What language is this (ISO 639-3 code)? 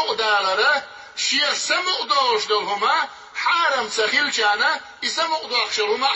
che